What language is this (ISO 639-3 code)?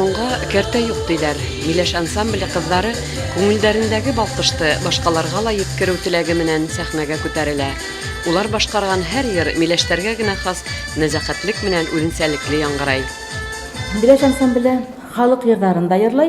bak